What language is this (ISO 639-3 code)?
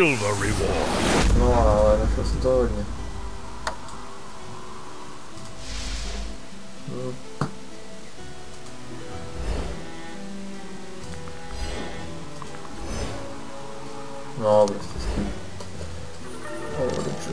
ces